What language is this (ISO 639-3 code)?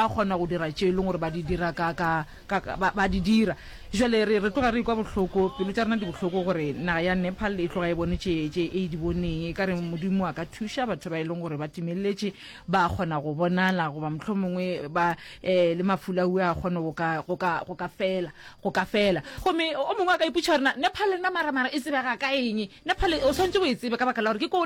nso